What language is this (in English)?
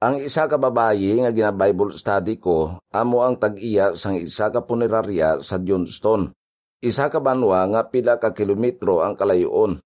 Hiligaynon